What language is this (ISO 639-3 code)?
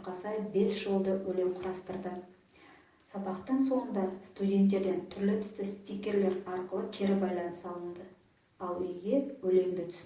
kaz